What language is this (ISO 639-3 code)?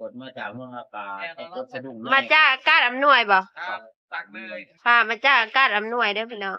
tts